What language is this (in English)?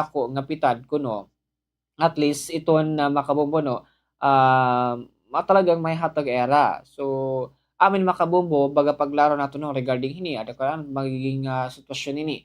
Waray